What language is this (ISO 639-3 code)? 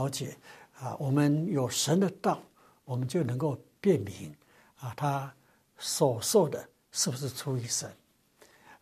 zho